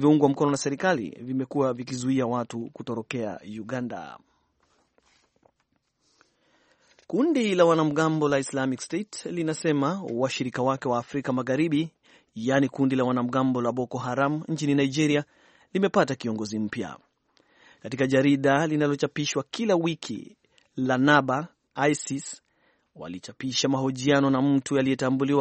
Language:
Swahili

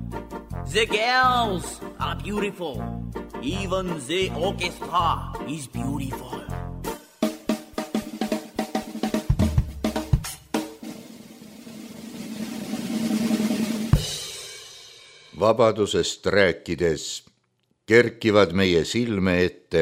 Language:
Estonian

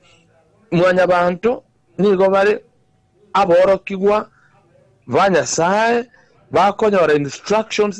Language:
Gusii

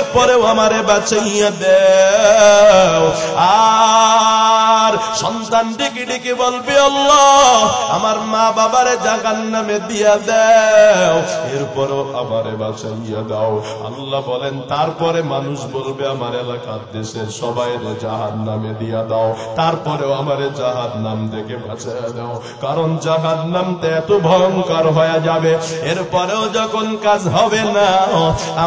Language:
Bangla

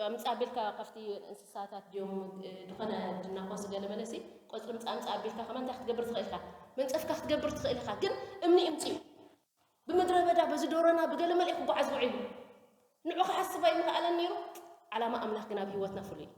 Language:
Tigrinya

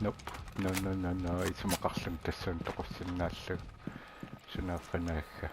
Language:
Kalaallisut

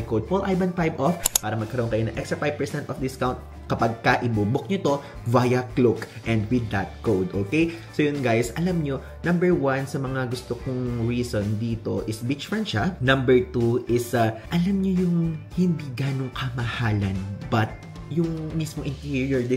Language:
Filipino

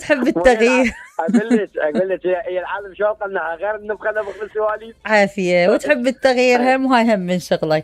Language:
Mesopotamian Arabic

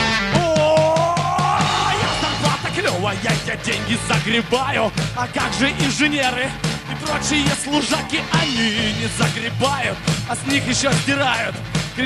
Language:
Russian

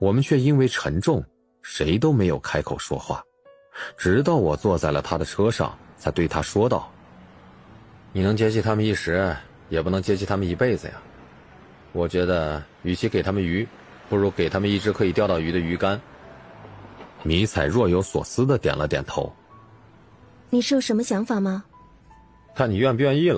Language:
Chinese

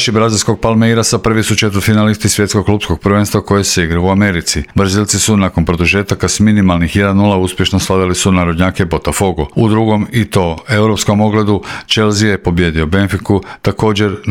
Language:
Croatian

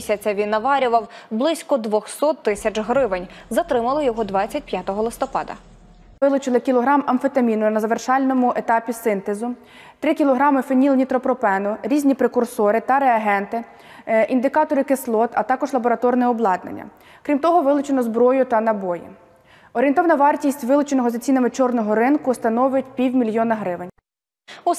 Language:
Ukrainian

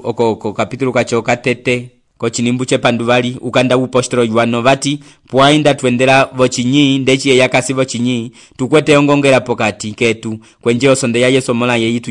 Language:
Umbundu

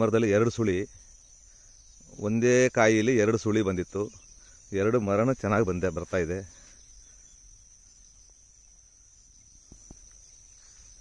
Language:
Kannada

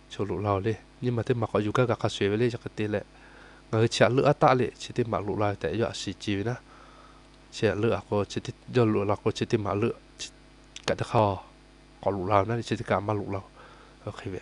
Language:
Lahu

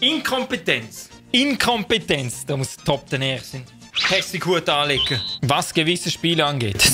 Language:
Swiss German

